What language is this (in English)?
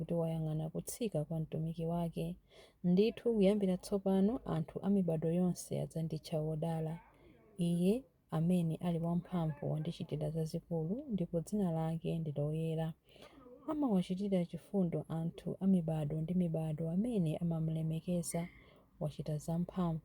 Nyanja